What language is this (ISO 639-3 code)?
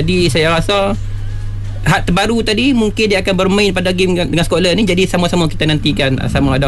msa